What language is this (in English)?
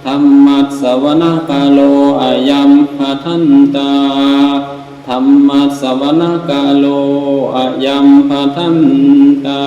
Pali